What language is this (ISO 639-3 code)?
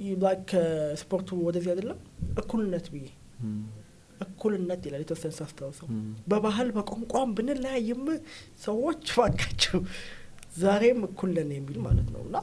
amh